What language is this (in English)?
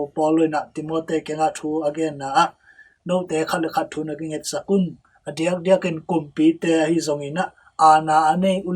Tedim Chin